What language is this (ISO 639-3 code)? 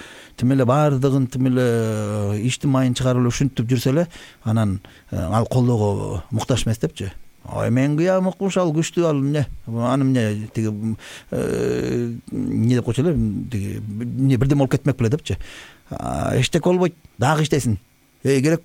kir